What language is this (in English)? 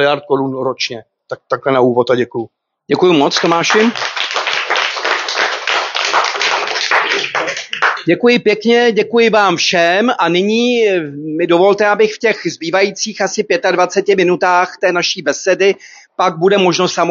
Czech